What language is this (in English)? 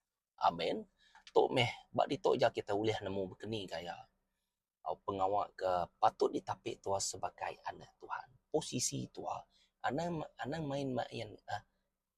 Iban